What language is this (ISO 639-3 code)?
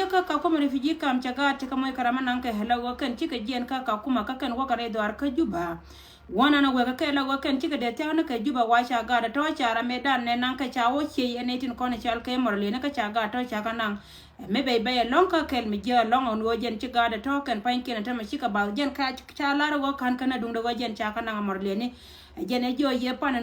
nus